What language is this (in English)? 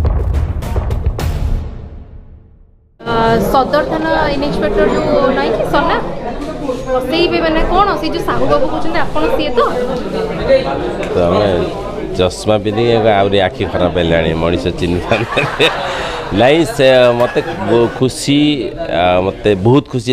Odia